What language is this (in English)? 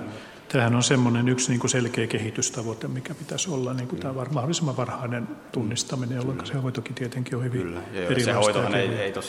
Finnish